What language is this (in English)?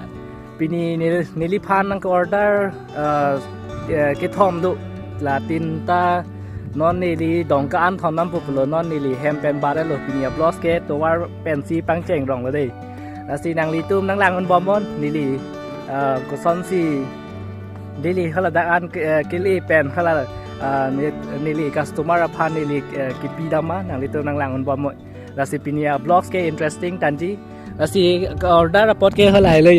Karbi